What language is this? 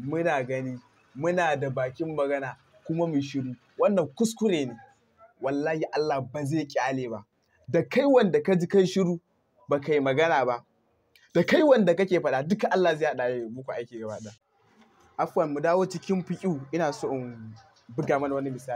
Hausa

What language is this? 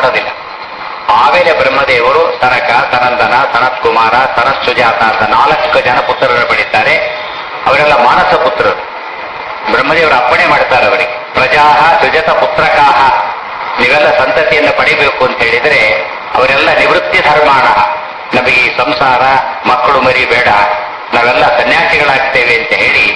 Kannada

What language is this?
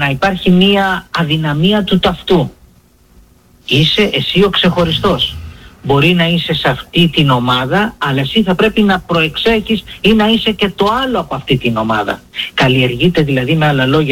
Greek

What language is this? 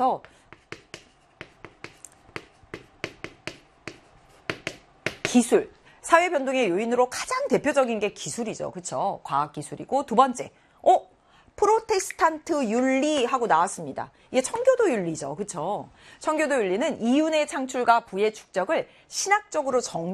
Korean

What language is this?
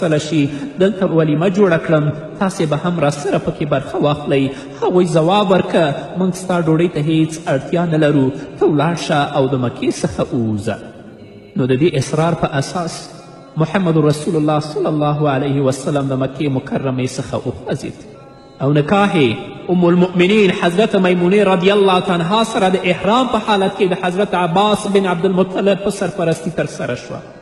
Pashto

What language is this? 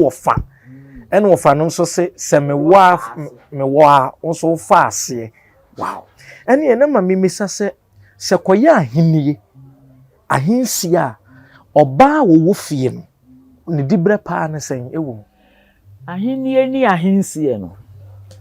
Akan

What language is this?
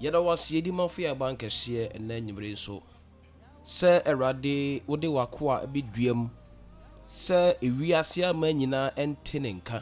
Akan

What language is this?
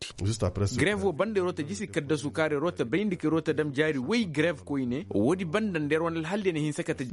Koyraboro Senni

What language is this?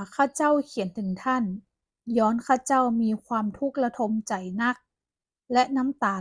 Northern Thai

